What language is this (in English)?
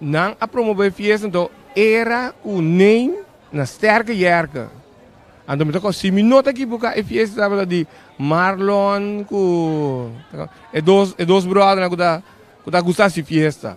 Papiamento